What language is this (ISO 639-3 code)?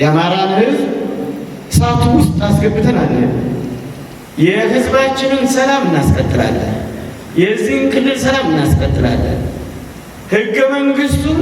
amh